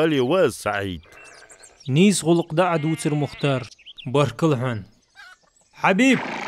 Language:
Ingush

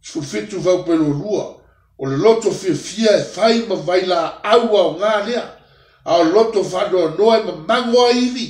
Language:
Samoan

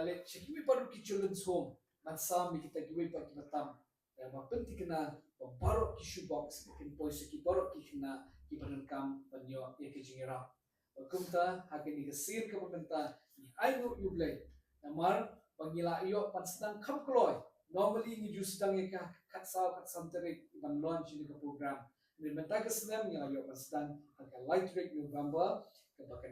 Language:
Khasi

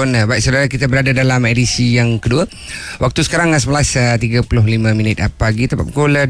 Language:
Malay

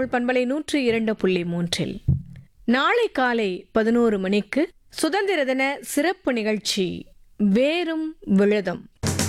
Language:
Tamil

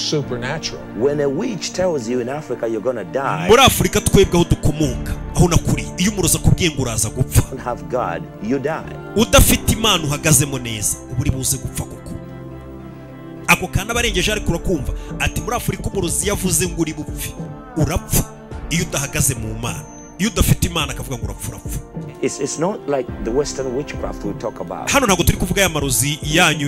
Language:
Kinyarwanda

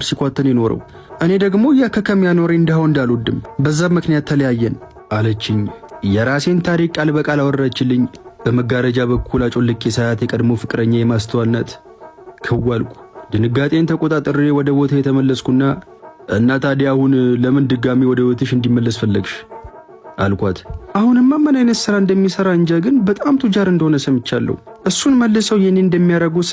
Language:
Amharic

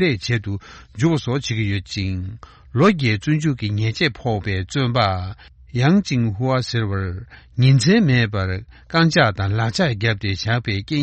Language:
Tibetan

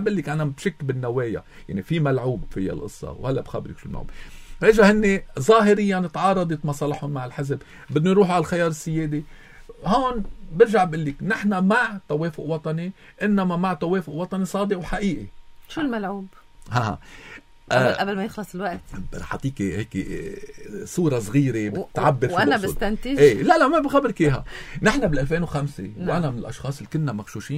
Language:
North Levantine Arabic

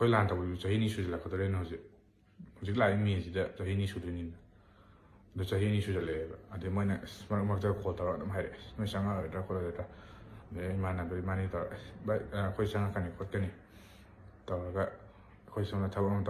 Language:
Manipuri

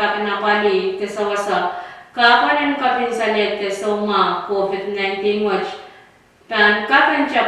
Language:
Pohnpeian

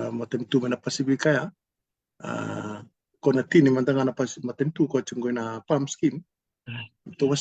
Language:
Fijian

